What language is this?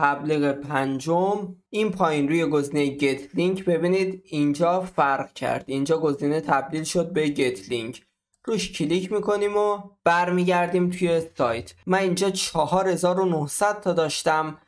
Persian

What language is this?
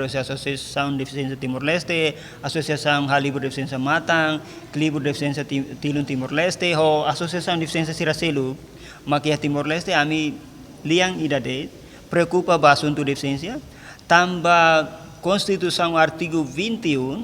Tetum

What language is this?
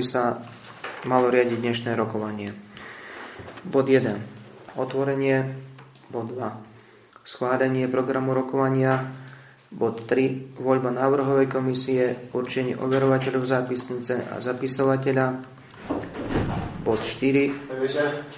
Slovak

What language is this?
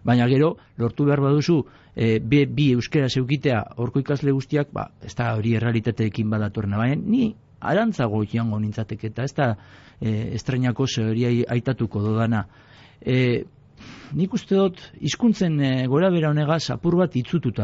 Basque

